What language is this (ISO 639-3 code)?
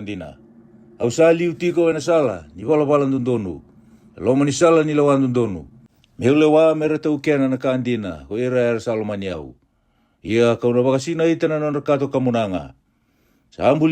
fij